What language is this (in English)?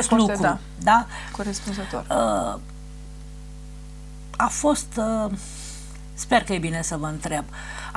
Romanian